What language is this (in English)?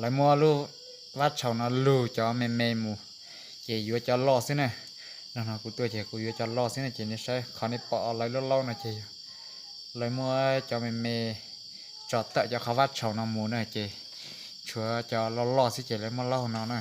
Hmong